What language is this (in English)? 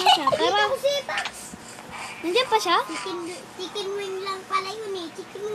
Filipino